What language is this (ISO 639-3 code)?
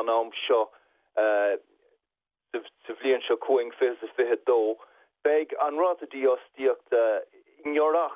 gle